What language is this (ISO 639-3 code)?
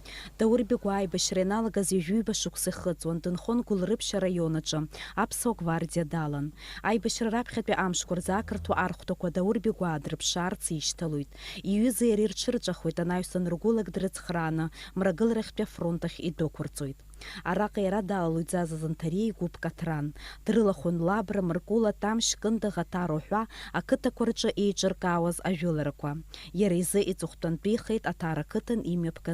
abk